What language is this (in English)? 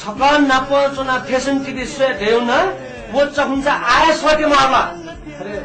Newari